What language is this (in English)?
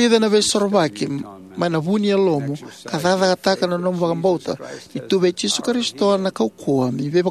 Fijian